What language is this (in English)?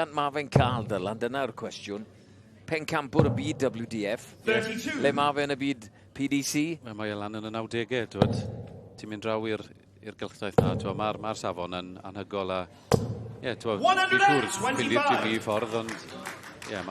Welsh